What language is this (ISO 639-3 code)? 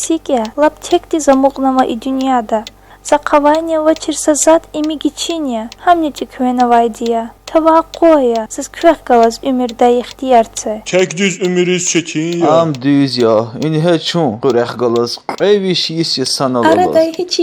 lez